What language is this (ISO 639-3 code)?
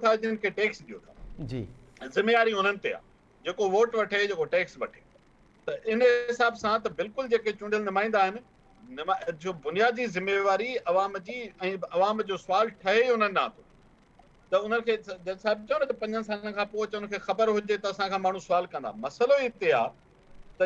snd